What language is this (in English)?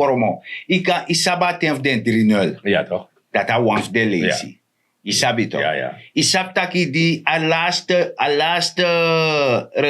Sranan Tongo